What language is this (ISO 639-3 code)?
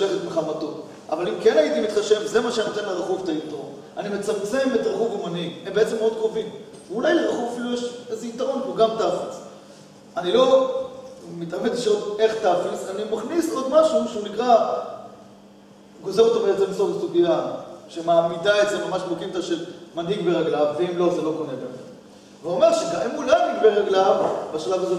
heb